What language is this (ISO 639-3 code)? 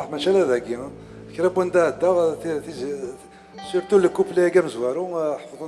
kab